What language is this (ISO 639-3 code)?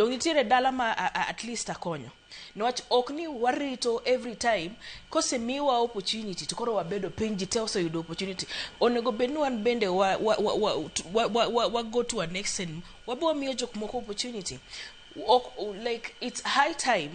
luo